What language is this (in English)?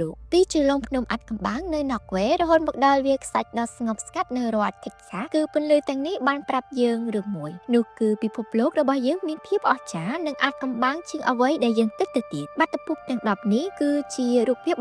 Khmer